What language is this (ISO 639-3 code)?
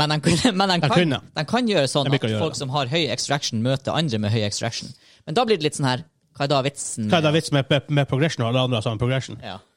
nor